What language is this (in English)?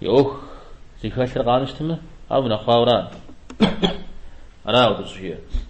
Kabardian